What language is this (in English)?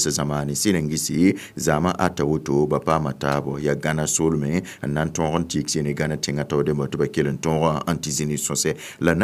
Mossi